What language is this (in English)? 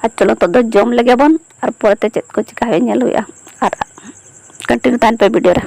Santali